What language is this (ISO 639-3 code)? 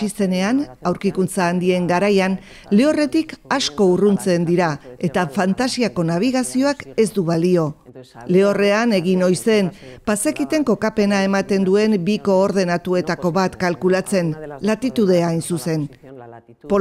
eus